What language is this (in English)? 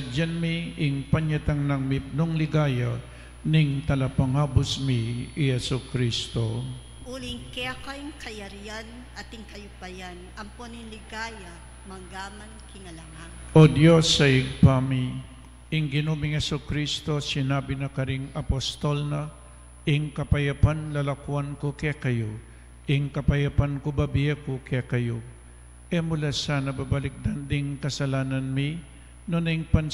Pampanga